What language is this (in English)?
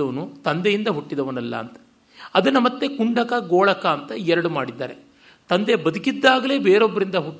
Kannada